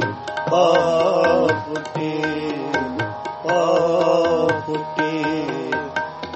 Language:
Punjabi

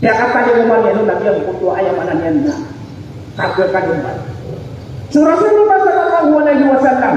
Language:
Maranao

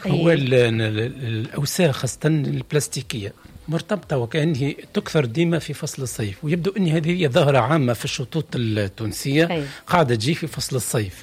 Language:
Tunisian Arabic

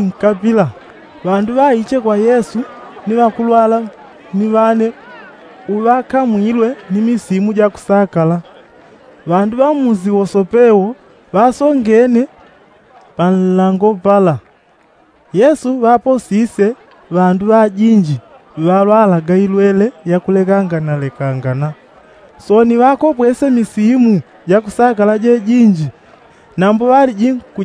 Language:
Yao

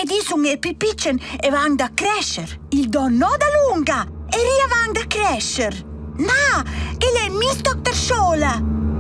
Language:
Romansh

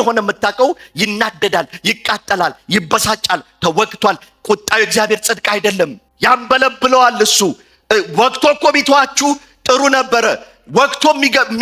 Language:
Amharic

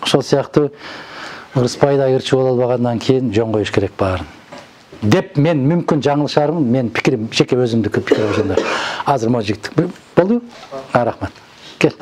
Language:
Kyrgyz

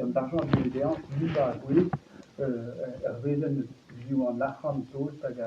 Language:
Breton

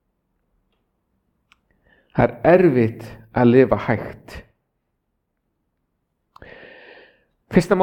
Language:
Icelandic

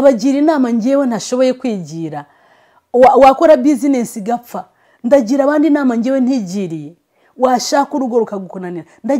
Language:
Kinyarwanda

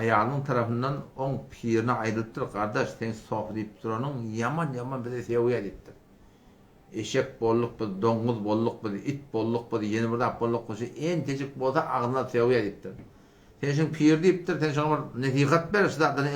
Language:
Turkmen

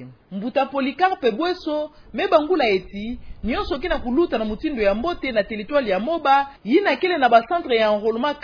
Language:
Kituba (Democratic Republic of Congo)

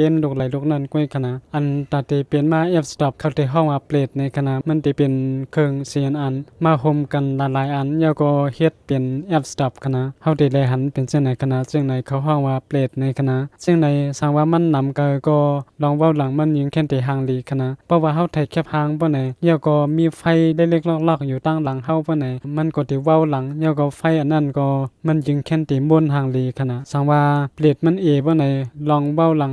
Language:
Shan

